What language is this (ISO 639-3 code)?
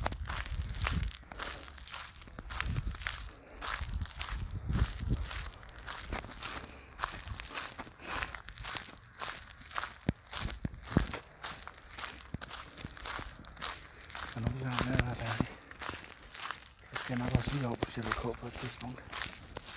dan